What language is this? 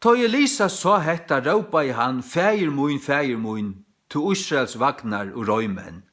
Faroese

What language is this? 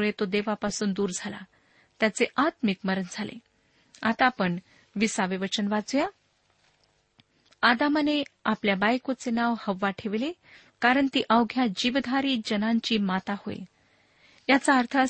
Marathi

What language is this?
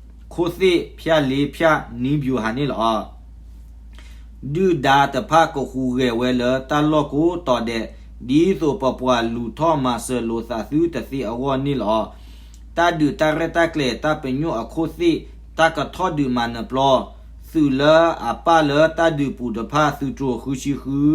S'gaw Karen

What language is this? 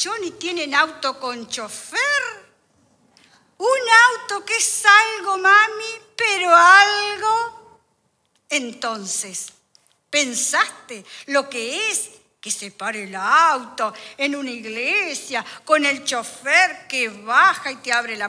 Spanish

